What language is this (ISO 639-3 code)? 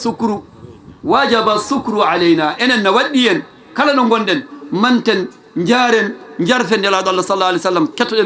ful